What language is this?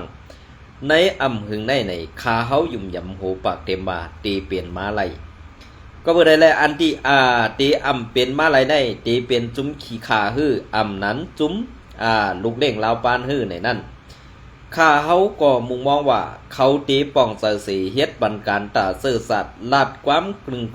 Shan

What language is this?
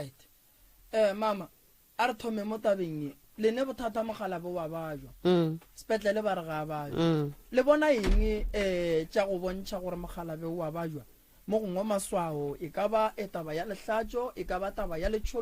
Northern Sotho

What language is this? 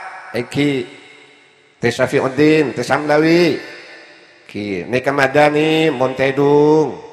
Madurese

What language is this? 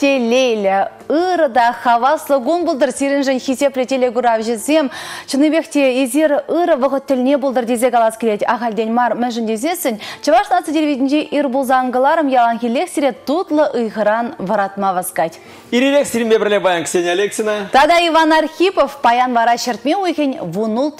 Chuvash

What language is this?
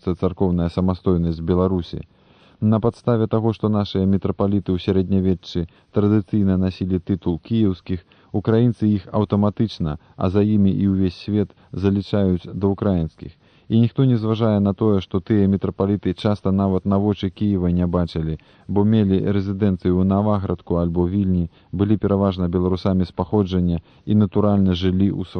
Belarusian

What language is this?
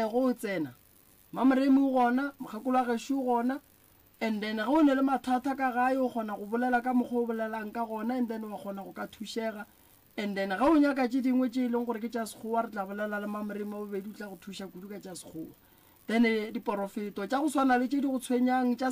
Northern Sotho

